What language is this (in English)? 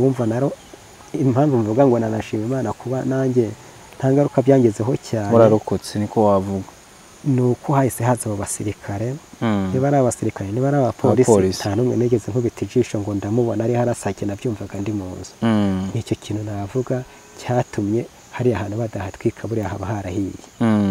Kinyarwanda